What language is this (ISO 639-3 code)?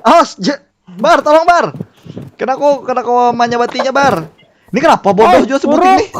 bjn